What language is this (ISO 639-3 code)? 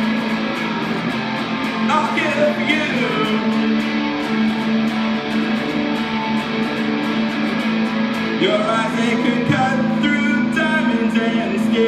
eng